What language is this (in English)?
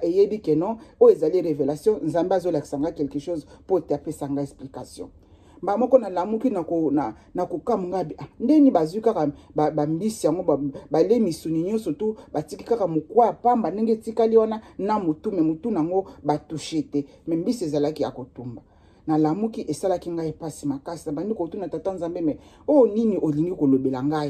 Lingala